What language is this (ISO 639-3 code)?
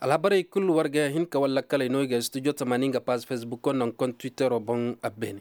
ses